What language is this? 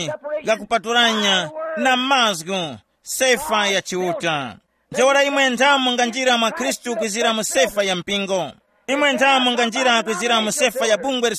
Tumbuka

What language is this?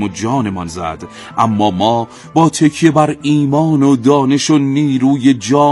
Persian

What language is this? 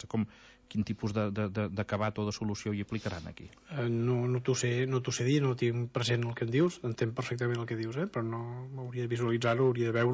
Catalan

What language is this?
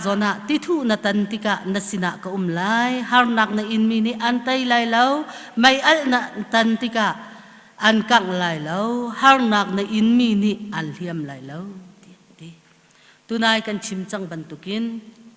Hakha Chin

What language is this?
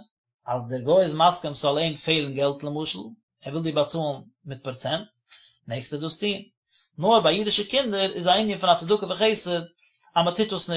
Yiddish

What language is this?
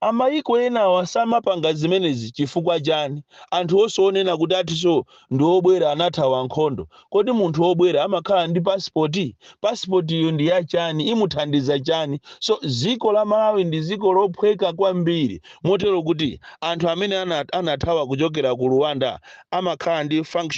Nyanja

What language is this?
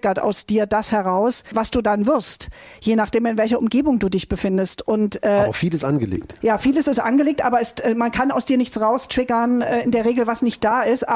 German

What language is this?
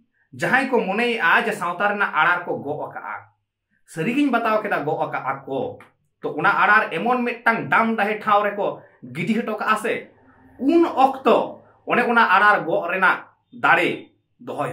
Santali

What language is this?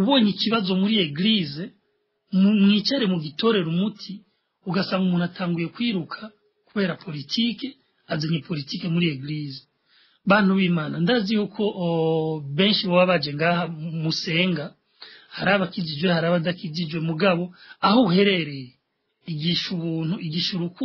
Rundi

